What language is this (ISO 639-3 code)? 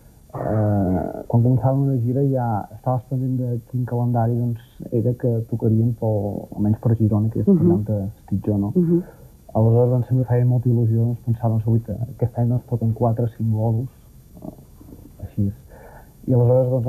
cat